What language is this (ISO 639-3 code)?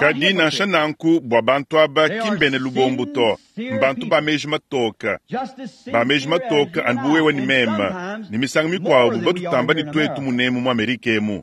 lua